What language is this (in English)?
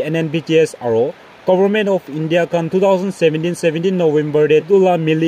Naga Pidgin